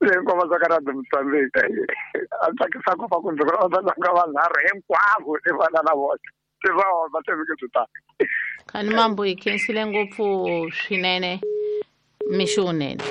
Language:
Tsonga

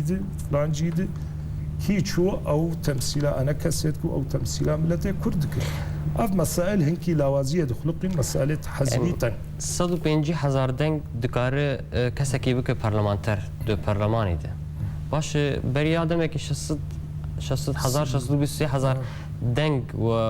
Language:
Kurdish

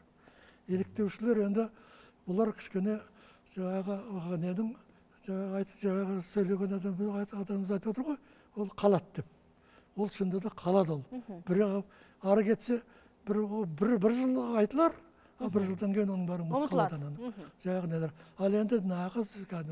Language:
Kazakh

